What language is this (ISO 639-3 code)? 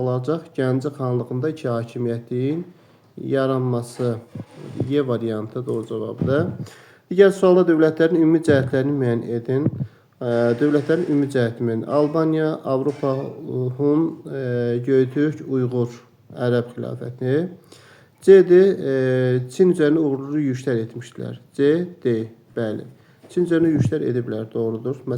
aze